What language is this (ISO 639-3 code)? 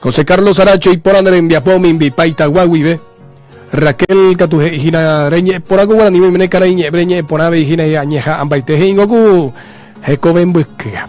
grn